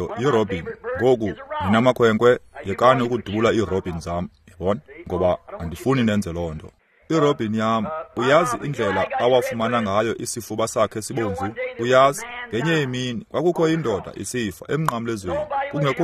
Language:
Xhosa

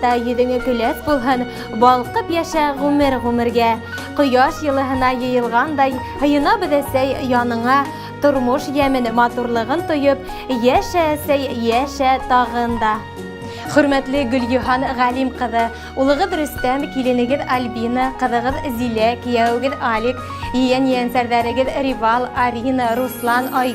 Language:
Bashkir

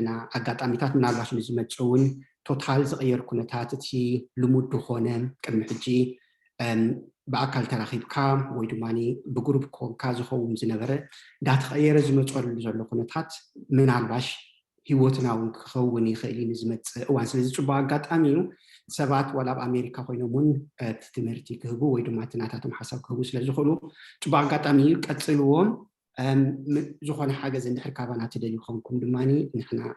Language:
Tigrinya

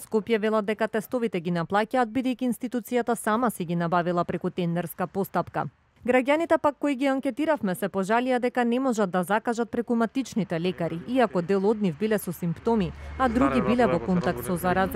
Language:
Macedonian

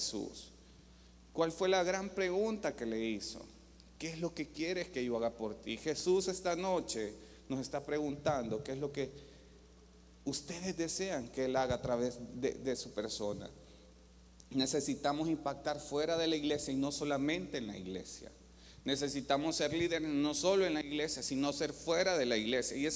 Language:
Spanish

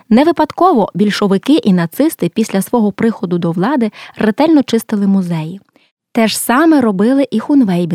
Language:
Ukrainian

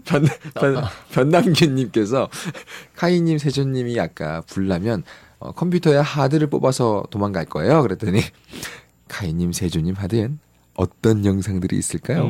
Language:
Korean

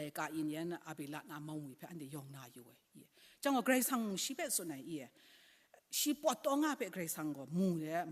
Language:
Kachin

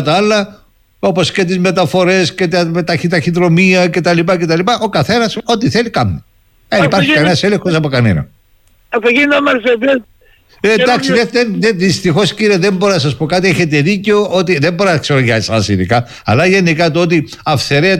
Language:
Greek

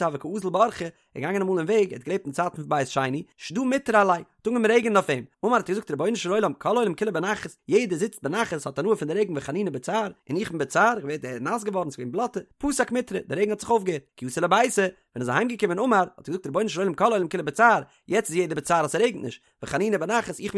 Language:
Yiddish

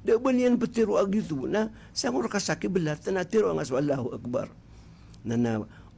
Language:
Maranao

